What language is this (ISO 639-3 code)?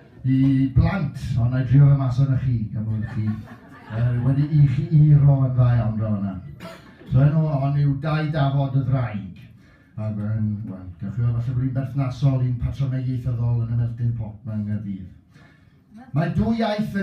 cym